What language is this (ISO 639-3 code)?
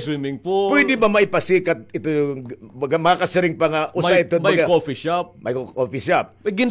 war